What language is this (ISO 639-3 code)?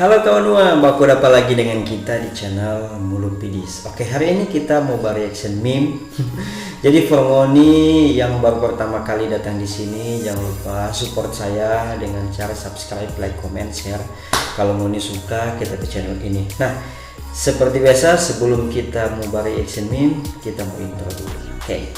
xmm